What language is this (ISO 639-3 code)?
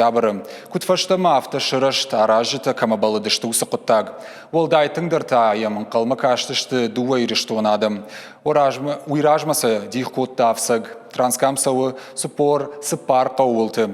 oss